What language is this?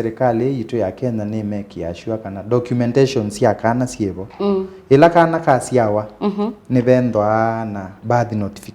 Kamba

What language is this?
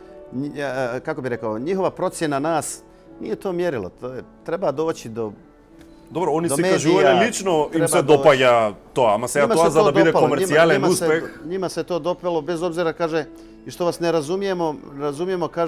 Bosnian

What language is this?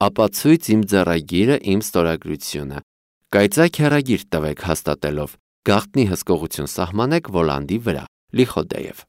Armenian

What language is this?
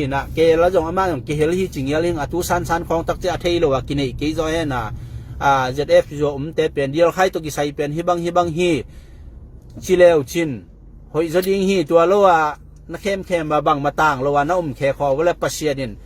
Tedim Chin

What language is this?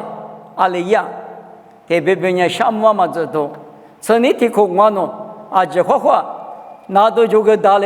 Lisu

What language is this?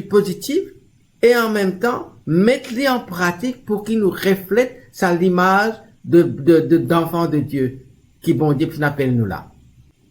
Morisyen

